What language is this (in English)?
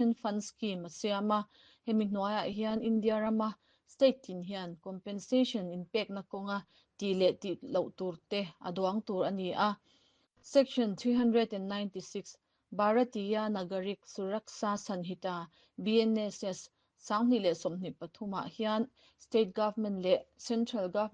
Mizo